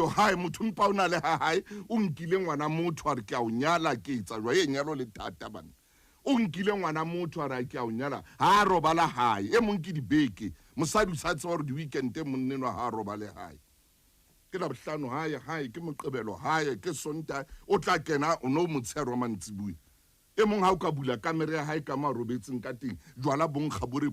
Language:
Southern Sotho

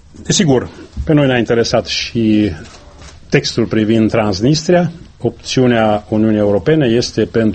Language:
Romanian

